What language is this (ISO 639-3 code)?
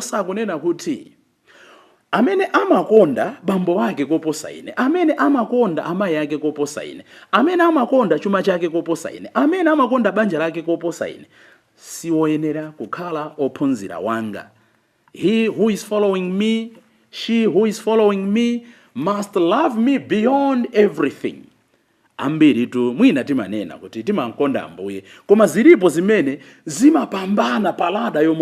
nya